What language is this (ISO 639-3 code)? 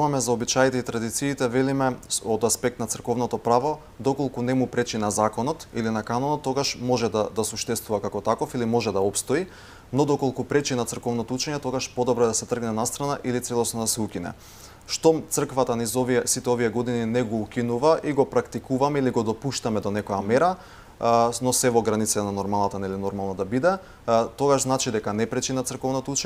mkd